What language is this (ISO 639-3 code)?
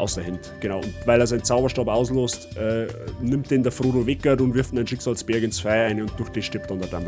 bar